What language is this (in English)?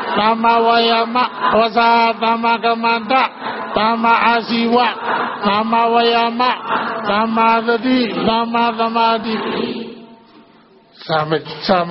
Burmese